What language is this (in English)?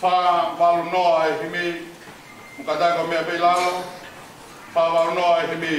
Tongan